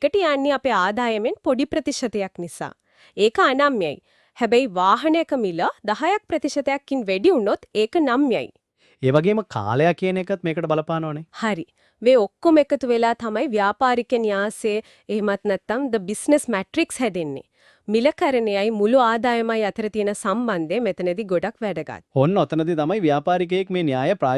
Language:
Sinhala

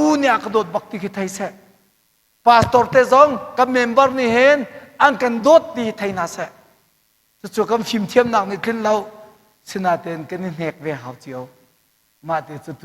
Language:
Hakha Chin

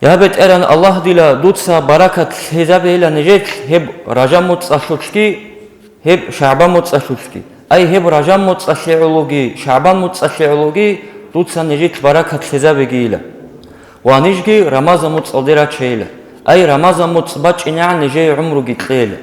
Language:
Avaric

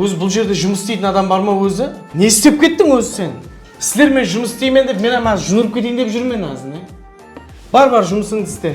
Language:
Kara-Kalpak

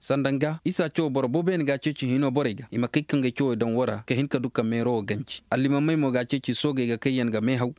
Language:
Koyraboro Senni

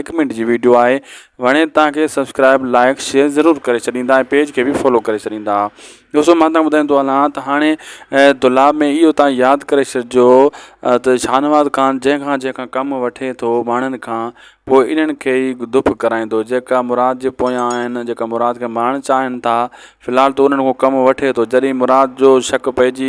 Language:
Sindhi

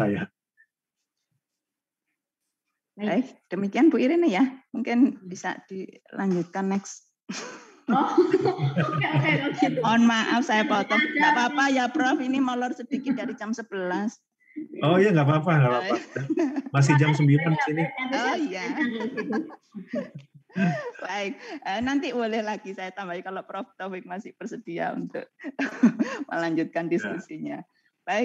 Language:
Indonesian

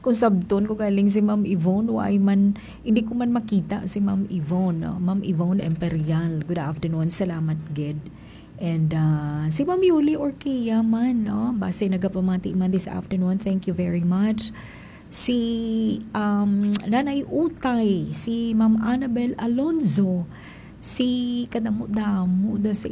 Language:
Hiligaynon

